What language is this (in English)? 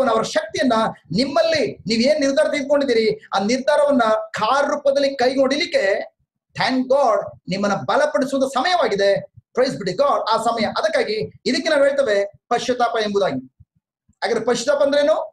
Kannada